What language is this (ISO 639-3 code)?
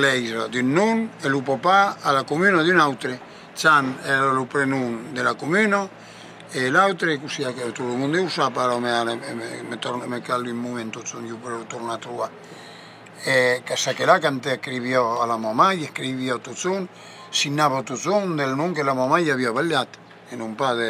oci